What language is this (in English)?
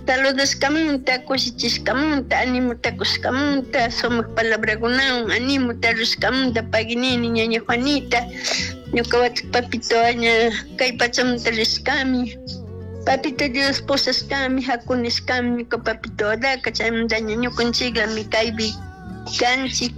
Chimborazo Highland Quichua